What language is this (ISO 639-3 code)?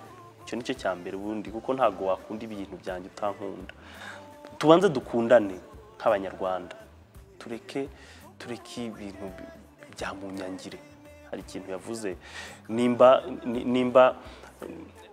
kin